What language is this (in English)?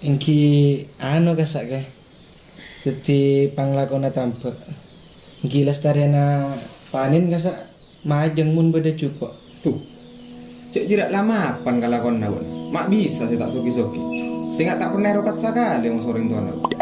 Madurese